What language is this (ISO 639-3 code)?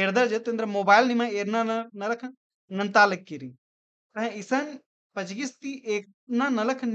kru